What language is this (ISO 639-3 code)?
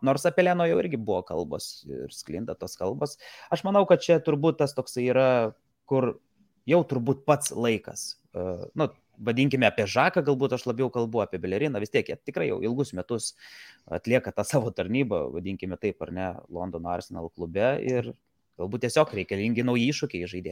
lit